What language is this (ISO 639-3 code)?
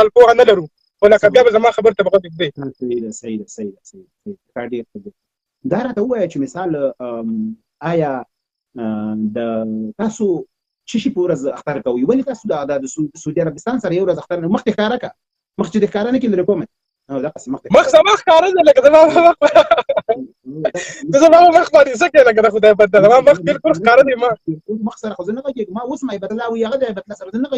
pus